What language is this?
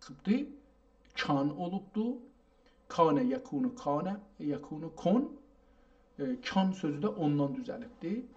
South Azerbaijani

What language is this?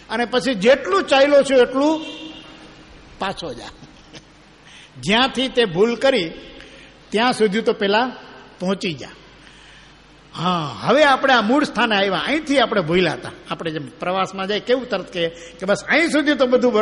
Gujarati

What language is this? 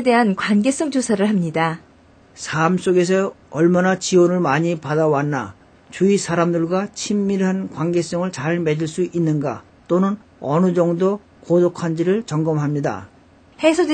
Korean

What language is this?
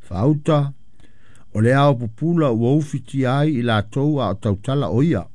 Samoan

